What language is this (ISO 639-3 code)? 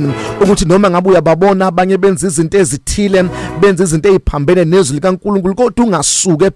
zul